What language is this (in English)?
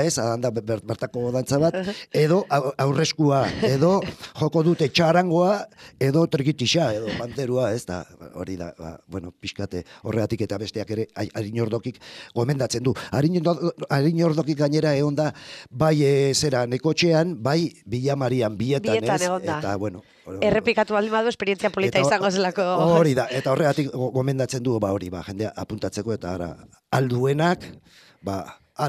Basque